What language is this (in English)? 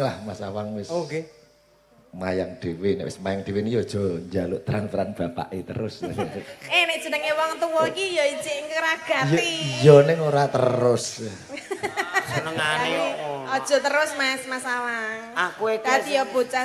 Javanese